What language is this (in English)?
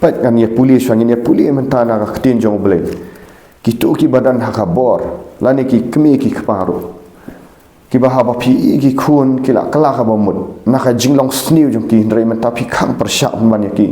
Khasi